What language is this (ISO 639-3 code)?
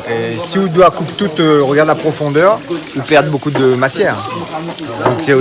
rcf